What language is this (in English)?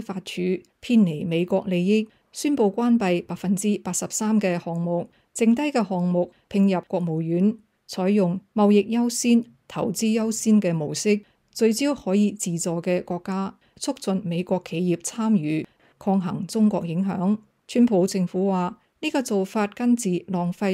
Cantonese